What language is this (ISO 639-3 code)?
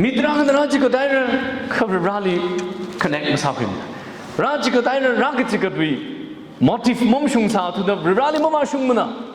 nmf